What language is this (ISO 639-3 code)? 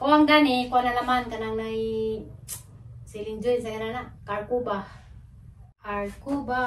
ceb